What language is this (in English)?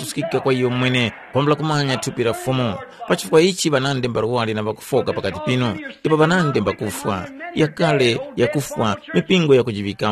Tumbuka